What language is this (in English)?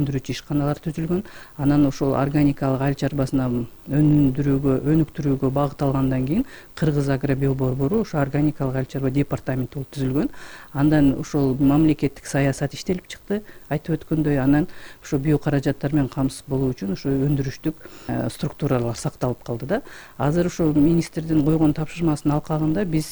Kyrgyz